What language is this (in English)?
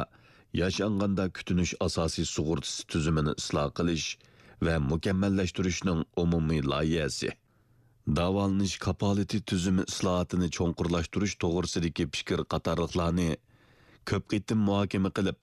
Uyghur